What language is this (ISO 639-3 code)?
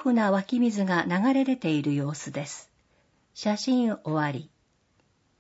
jpn